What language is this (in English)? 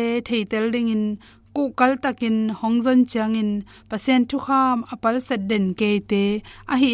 Tedim Chin